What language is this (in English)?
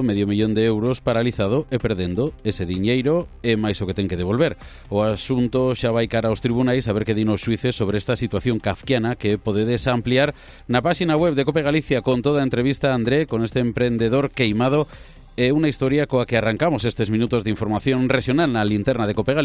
Galician